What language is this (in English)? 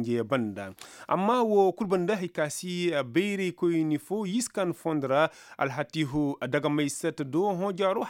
Koyraboro Senni